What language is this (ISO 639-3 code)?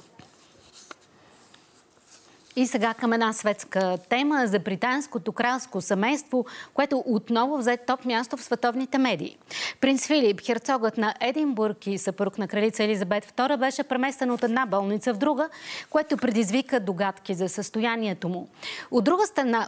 bul